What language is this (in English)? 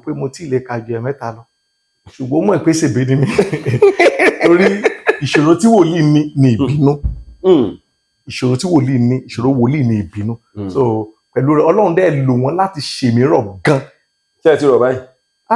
Yoruba